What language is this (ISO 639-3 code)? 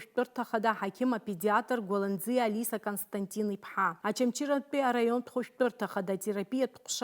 abk